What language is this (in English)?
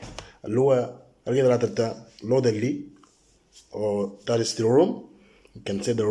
Moro